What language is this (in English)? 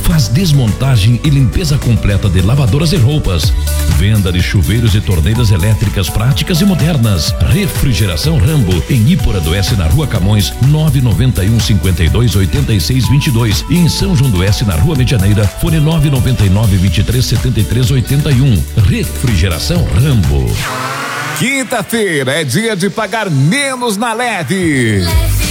Portuguese